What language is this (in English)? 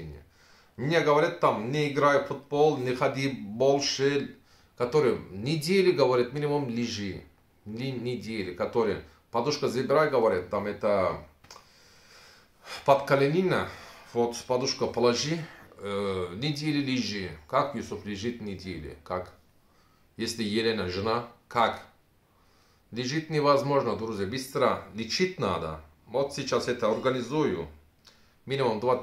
Russian